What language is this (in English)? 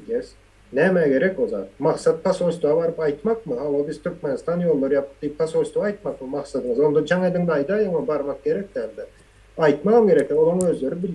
Turkmen